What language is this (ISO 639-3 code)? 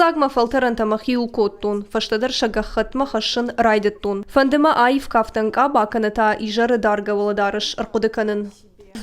oss